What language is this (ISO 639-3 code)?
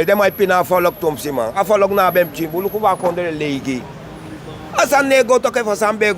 srn